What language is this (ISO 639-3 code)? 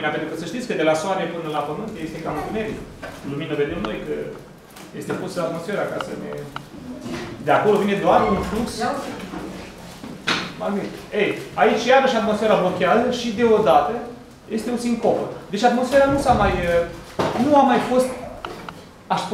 ron